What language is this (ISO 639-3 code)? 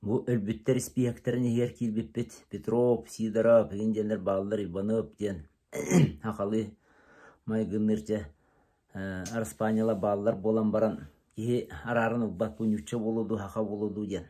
sah